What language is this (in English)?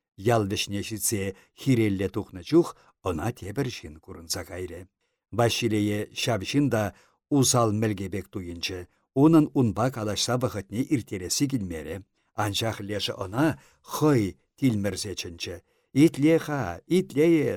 Chuvash